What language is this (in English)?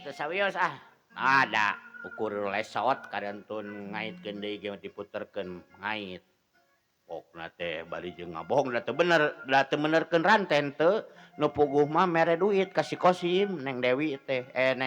Sundanese